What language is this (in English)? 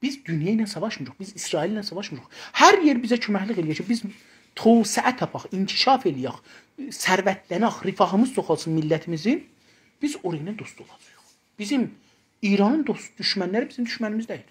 South Azerbaijani